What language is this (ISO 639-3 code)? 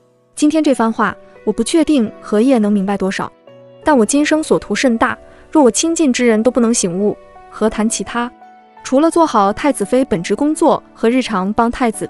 zho